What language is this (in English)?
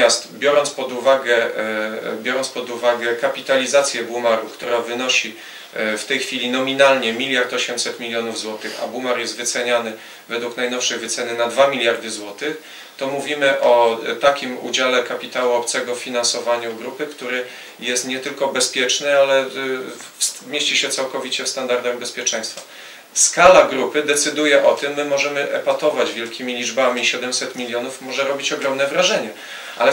Polish